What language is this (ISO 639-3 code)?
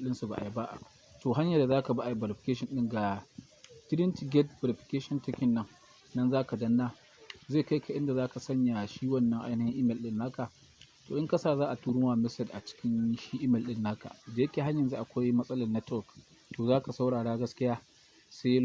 hau